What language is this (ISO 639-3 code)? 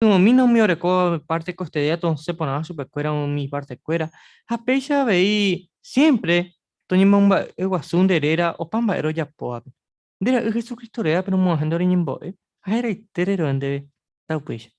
grn